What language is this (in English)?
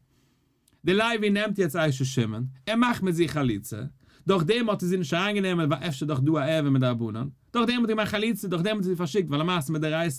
Yiddish